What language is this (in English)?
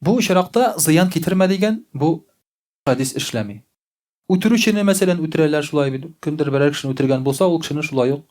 Tatar